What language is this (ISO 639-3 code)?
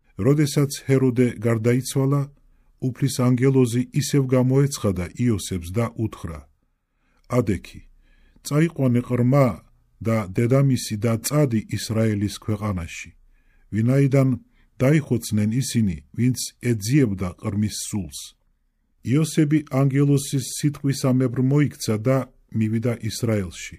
kat